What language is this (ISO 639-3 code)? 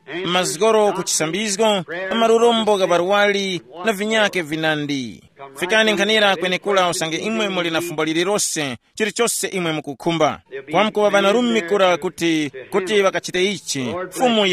tum